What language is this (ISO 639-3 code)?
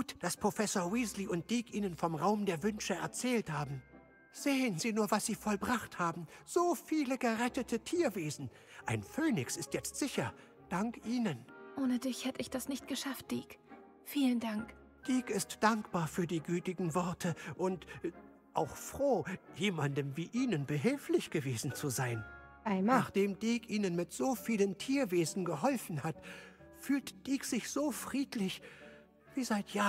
deu